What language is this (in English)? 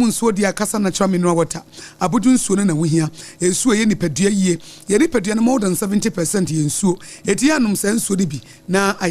Akan